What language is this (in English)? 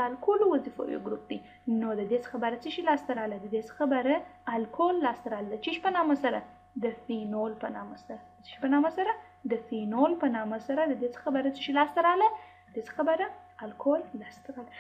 Pashto